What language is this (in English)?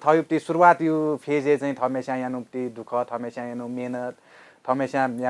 Newari